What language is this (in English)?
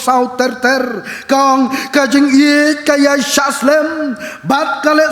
Khasi